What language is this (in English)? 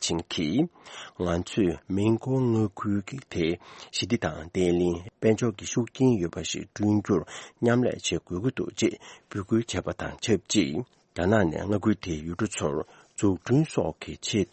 Tibetan